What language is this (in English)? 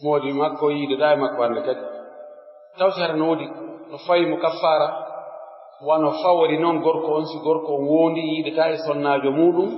Pular